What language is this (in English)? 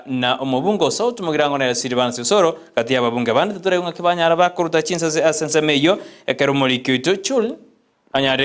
Gusii